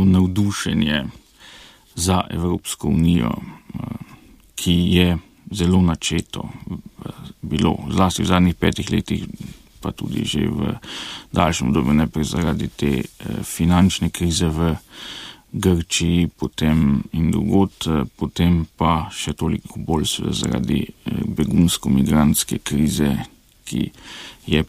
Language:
Slovenian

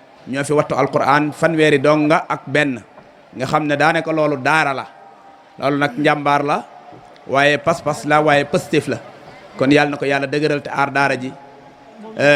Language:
Wolof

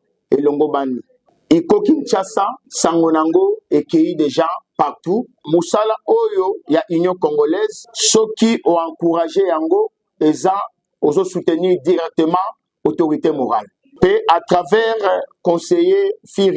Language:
Lingala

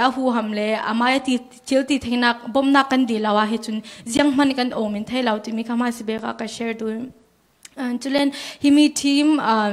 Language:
Falam Chin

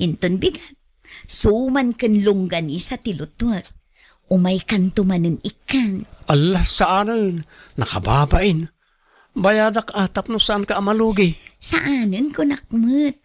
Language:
Iloko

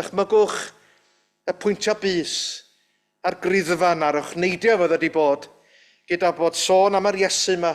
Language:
Welsh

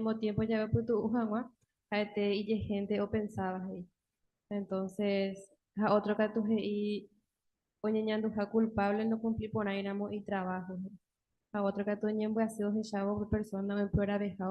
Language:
Guarani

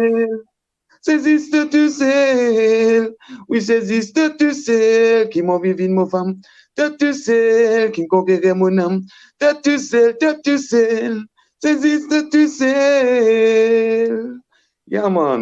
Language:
Morisyen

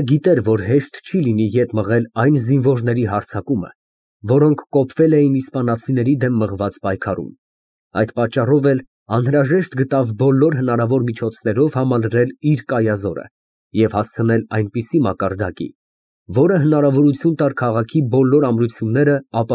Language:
Armenian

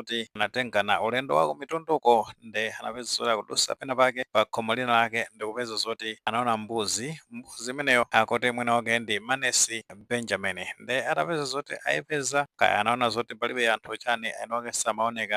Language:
Nyanja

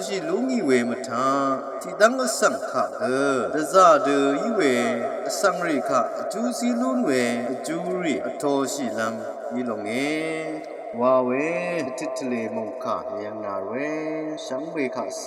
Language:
Rawang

